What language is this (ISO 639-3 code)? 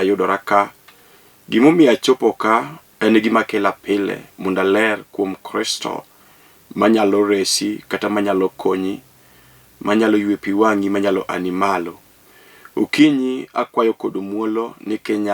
luo